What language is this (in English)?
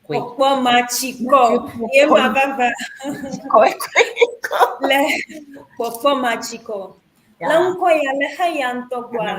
Ewe